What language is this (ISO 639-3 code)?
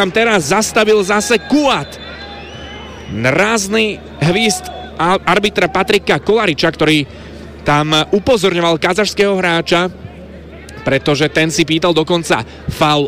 slk